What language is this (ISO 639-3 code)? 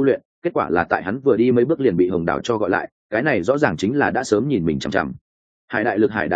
vie